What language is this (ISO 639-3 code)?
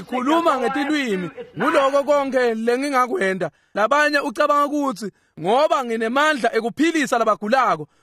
ssw